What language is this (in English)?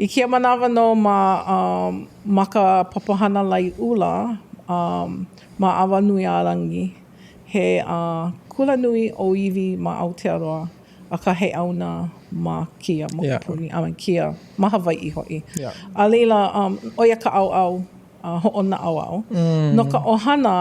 Hawaiian